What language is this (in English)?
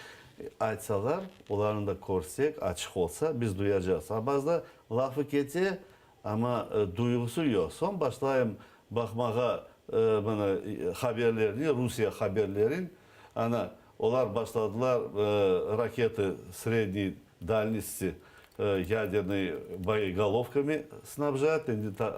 Crimean Tatar